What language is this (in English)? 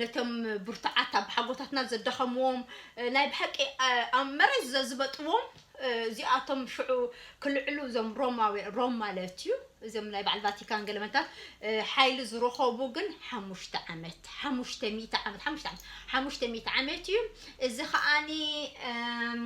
Tigrinya